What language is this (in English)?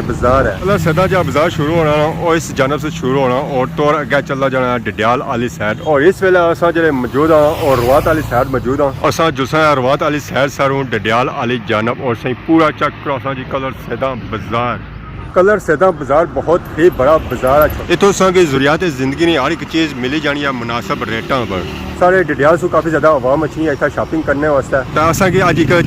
Pahari-Potwari